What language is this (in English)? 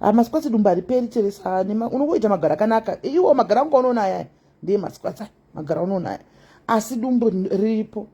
Shona